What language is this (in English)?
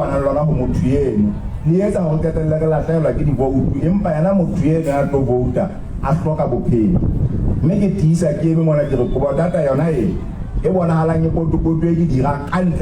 Southern Sotho